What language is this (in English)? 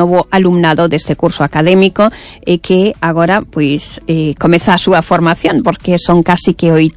Galician